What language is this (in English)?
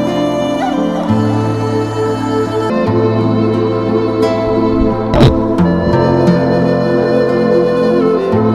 Ayacucho Quechua